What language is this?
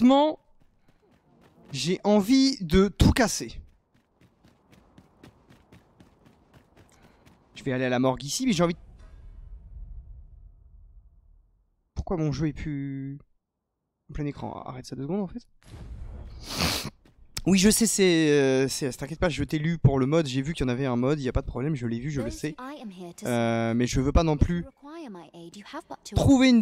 French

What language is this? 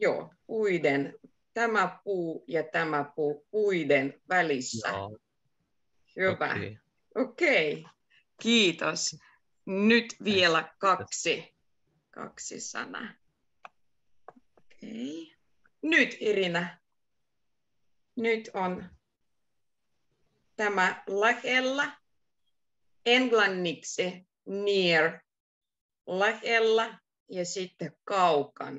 Finnish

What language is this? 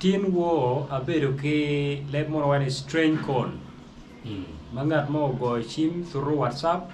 Acoli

